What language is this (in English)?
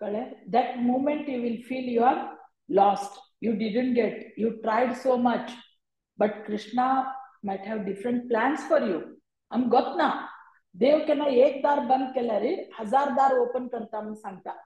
Konkani